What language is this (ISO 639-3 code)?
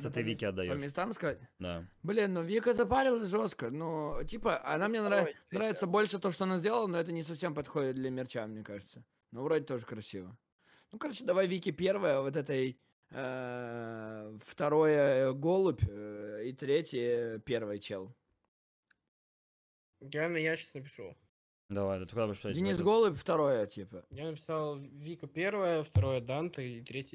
rus